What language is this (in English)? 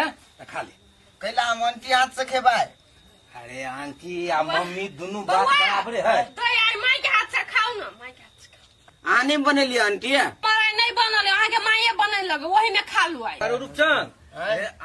Maithili